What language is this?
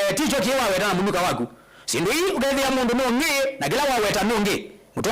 Kamba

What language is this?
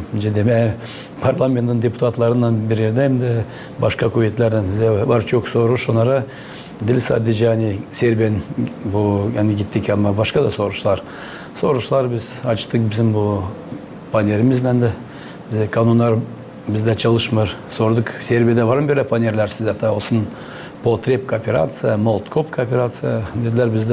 Gagauz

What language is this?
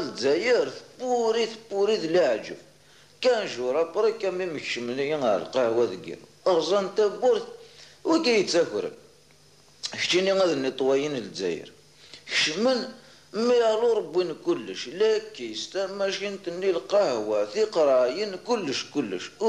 Kabyle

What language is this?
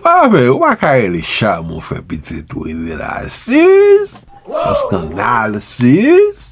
Haitian Creole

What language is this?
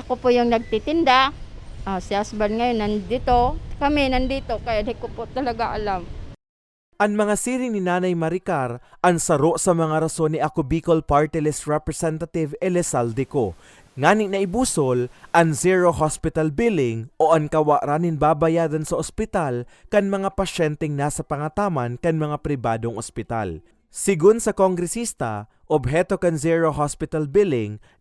Bikol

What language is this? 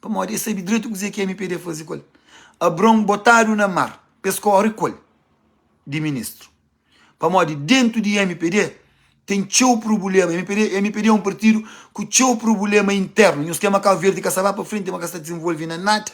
Kabuverdianu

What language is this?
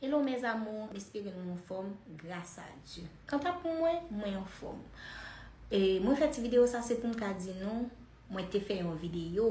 Haitian Creole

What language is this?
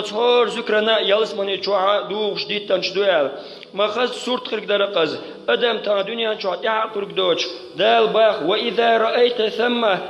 Chechen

